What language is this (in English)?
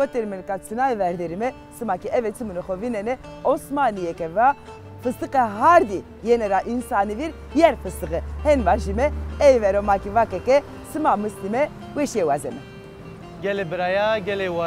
Zaza